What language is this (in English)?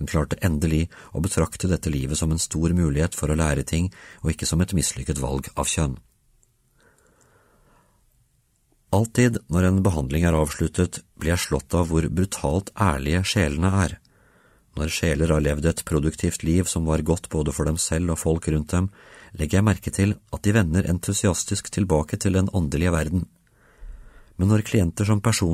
Norwegian